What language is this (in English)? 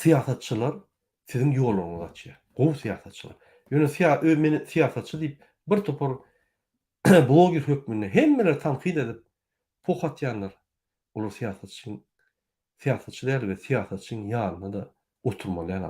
Turkmen